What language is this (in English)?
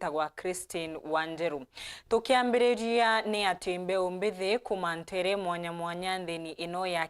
Meru